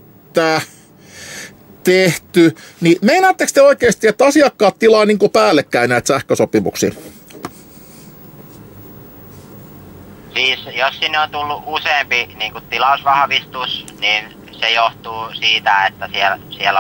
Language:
Finnish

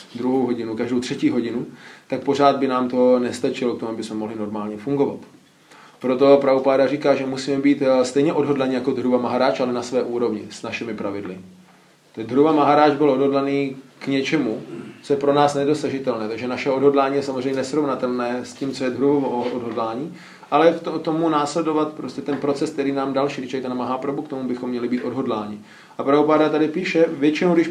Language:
Czech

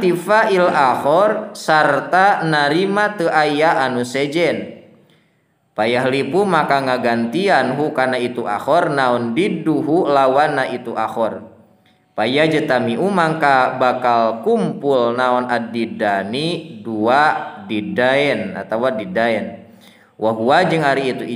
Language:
Sundanese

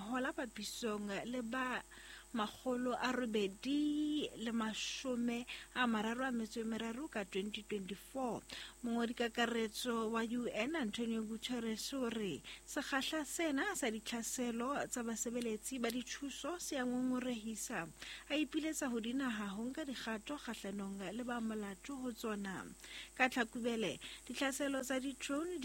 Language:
Southern Sotho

